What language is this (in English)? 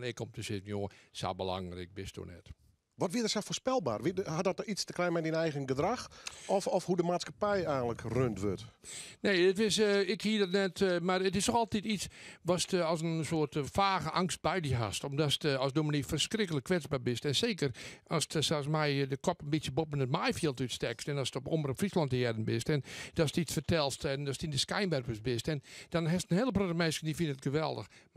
Western Frisian